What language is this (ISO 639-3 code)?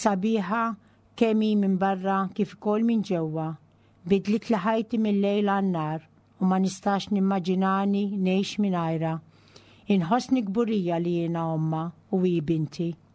mlt